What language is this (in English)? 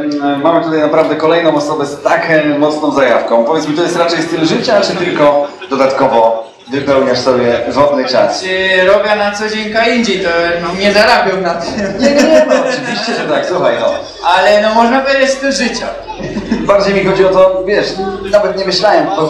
Silesian